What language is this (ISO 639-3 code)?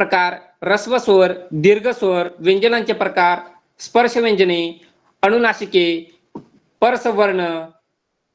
mar